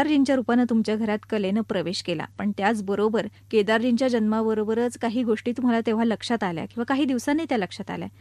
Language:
Marathi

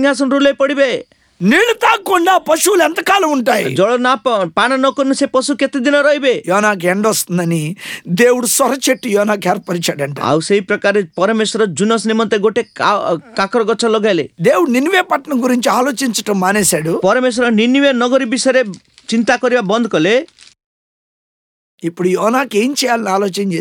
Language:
Odia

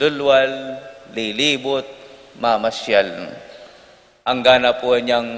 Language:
Pampanga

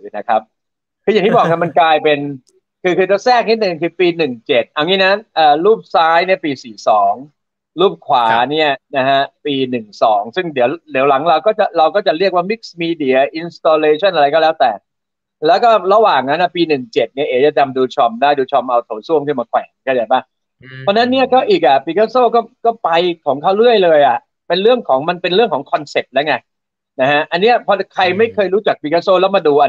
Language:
Thai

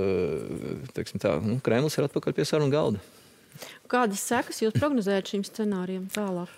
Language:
Latvian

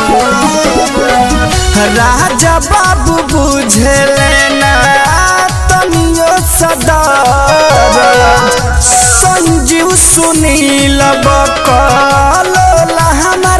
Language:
Bhojpuri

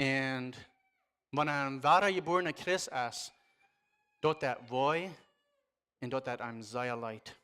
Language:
Plautdietsch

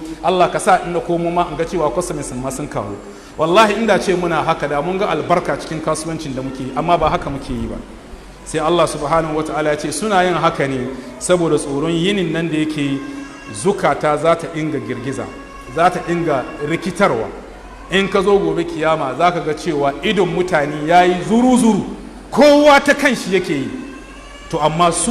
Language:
Hausa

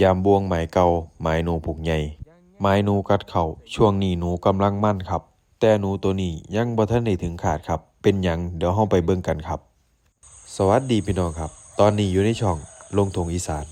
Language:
Northeastern Thai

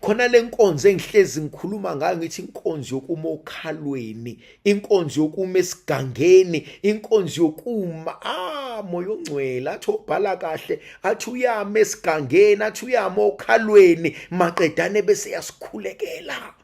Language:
Zulu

